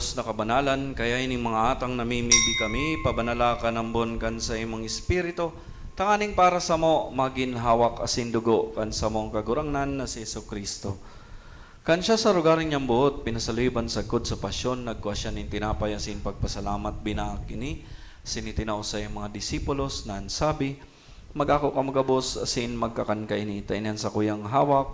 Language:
Bikol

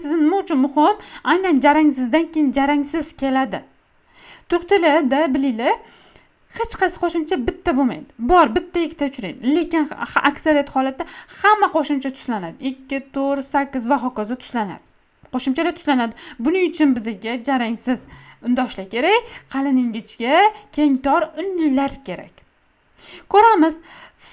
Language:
Uzbek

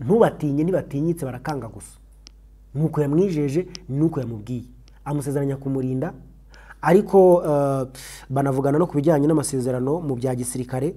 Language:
Kinyarwanda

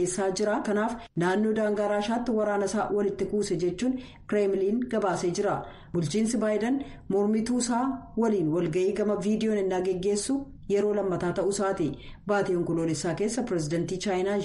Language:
Oromo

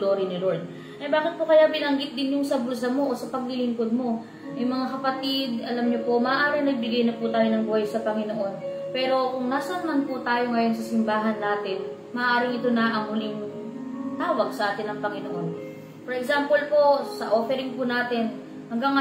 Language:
Filipino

